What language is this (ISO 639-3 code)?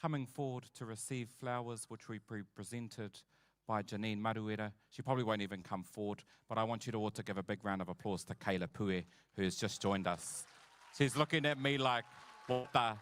mri